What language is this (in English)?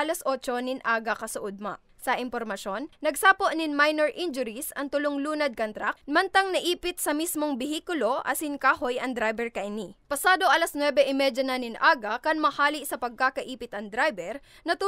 Bikol